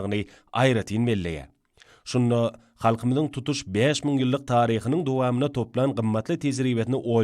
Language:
Turkmen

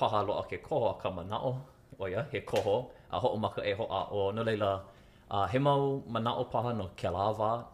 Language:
Hawaiian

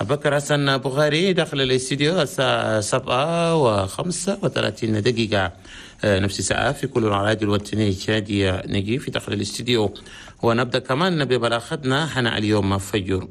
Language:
Chadian Arabic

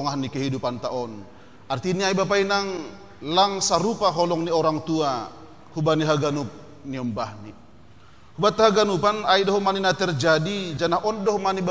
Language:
Batak Simalungun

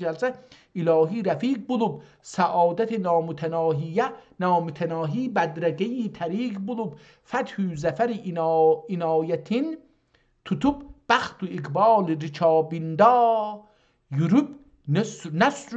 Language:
South Azerbaijani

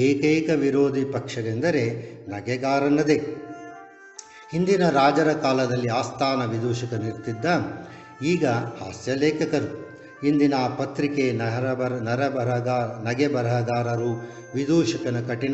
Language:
Kannada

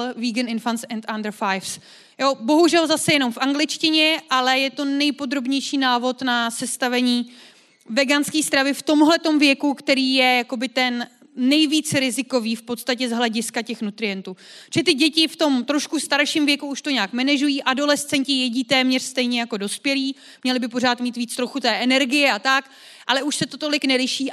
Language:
Czech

